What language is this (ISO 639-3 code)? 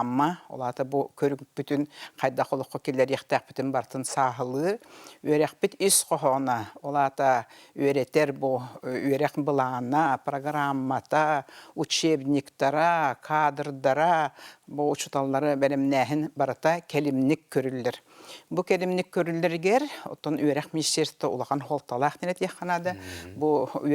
sah